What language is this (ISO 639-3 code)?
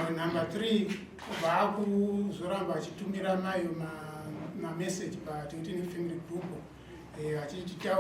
sna